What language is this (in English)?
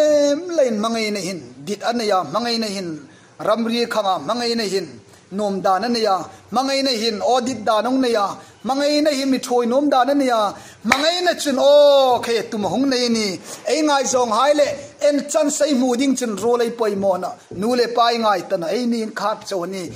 Hmar